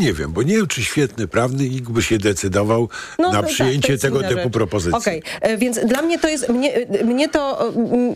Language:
Polish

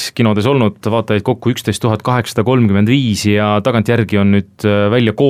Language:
Estonian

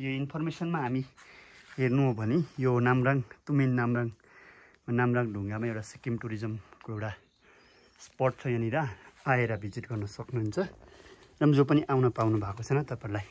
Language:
Nepali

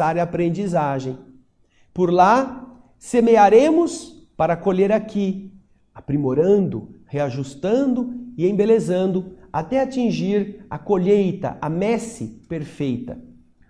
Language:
Portuguese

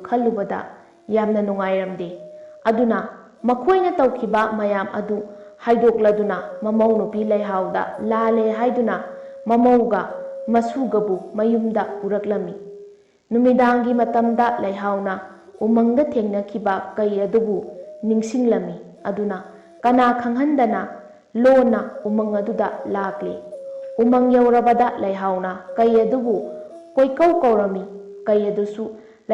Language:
Manipuri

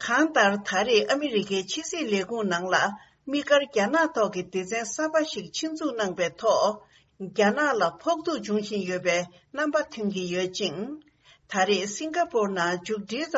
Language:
Tibetan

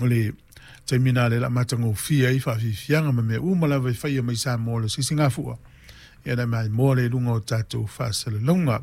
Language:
Samoan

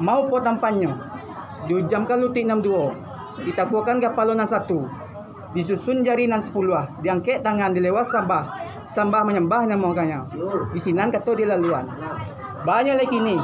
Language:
Minangkabau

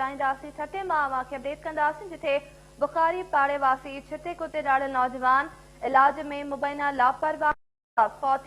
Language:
Sindhi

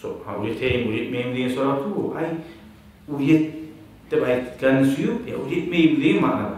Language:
Kumyk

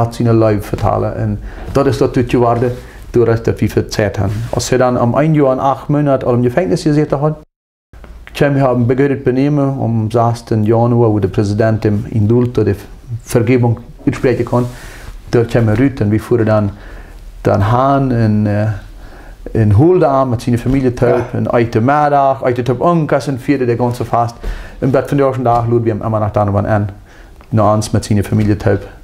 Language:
Plautdietsch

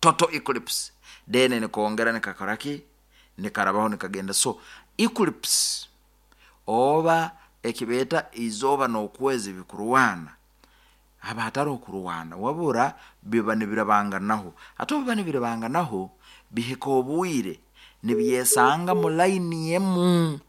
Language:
Nyoro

